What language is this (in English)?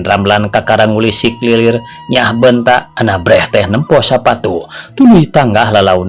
Sundanese